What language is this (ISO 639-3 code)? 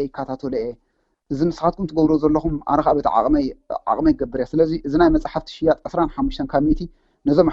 tir